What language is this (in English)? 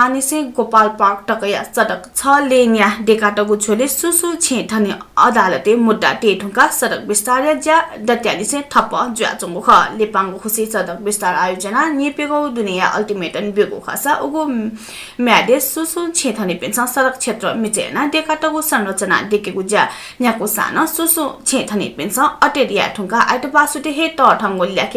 Newari